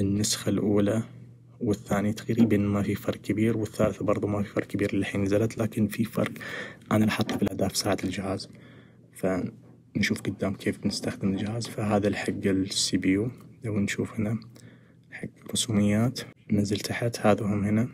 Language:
Najdi Arabic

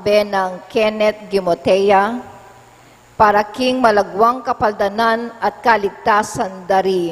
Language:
Pampanga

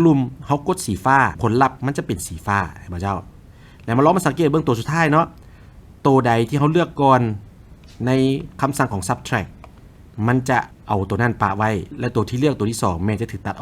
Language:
Lao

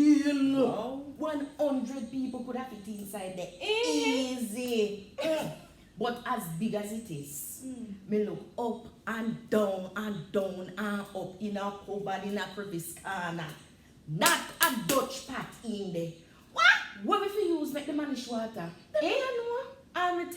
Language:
Jamaican Creole English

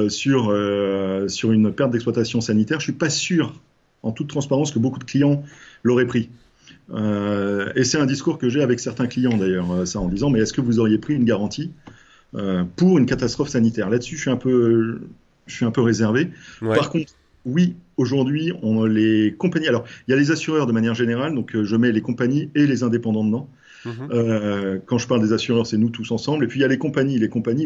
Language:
French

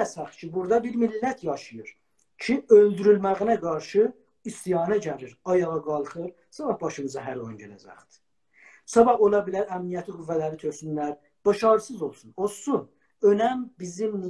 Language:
South Azerbaijani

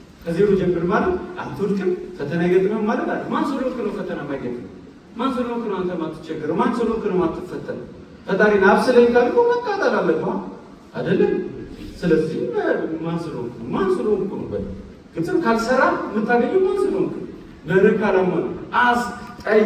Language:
Amharic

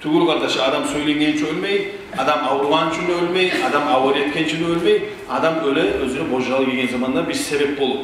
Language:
Kumyk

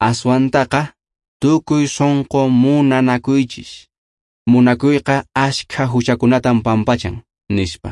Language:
Quechua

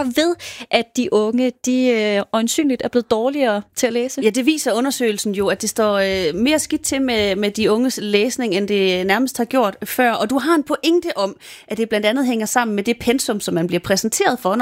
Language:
Danish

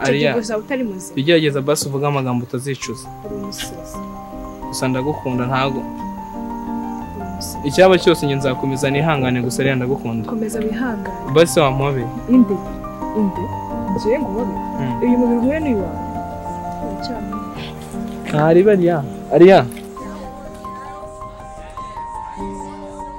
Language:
Kinyarwanda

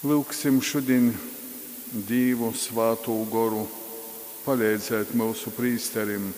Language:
Latgalian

